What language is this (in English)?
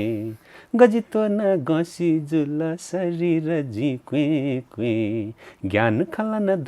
Newari